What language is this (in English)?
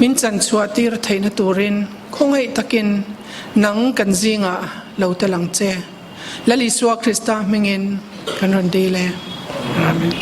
Mizo